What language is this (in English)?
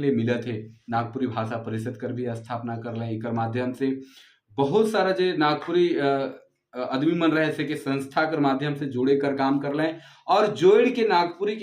Sadri